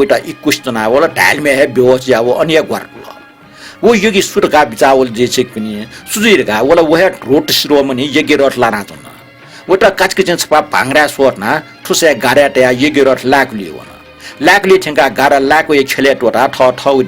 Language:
Newari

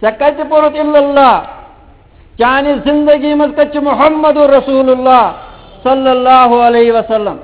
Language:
Kashmiri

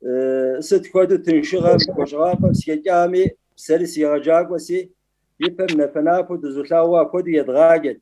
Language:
Kabardian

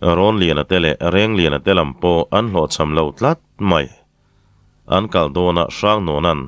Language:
Mizo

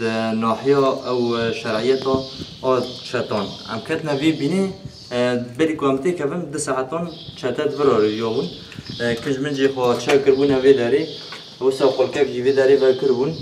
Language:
Kurdish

